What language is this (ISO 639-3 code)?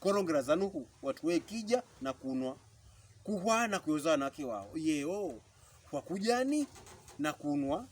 pkb